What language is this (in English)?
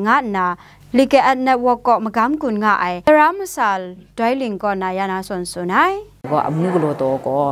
Kachin